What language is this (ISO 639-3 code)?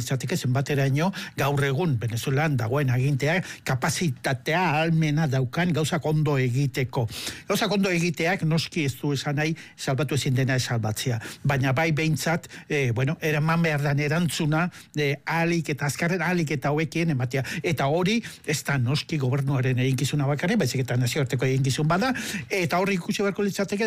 eus